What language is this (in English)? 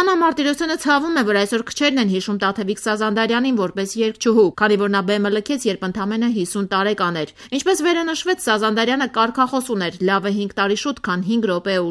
Armenian